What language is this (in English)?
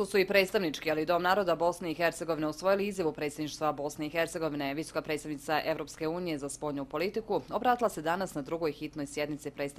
Bosnian